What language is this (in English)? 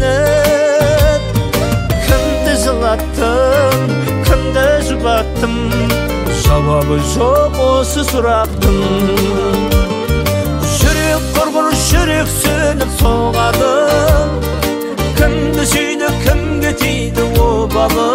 Kazakh